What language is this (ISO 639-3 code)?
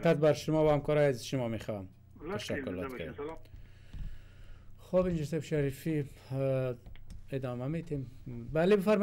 fas